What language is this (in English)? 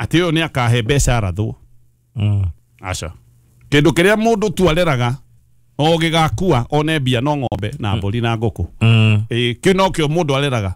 Kikuyu